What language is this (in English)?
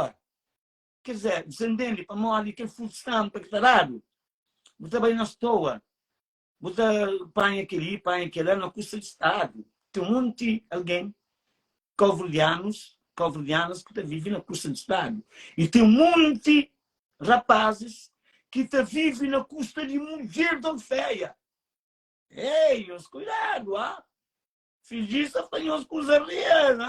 Kabuverdianu